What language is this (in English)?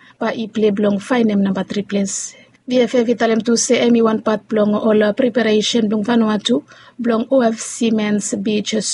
Bislama